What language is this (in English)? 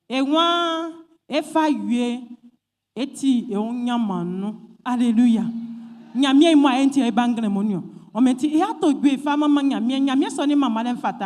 Baoulé